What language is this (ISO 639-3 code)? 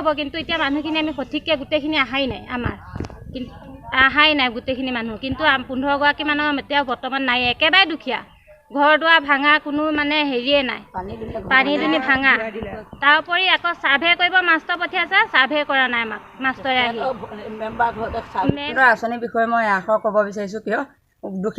asm